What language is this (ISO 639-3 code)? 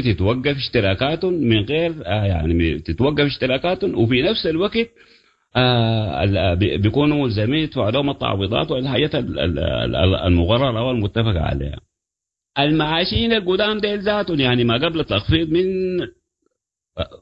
apd